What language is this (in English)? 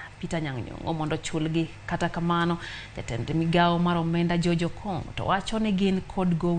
Luo (Kenya and Tanzania)